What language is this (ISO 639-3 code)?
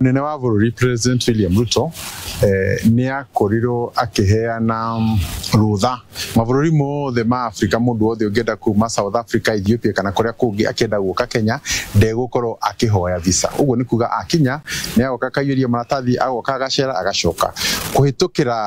kik